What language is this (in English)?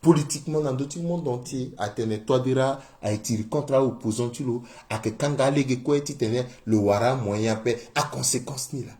Sango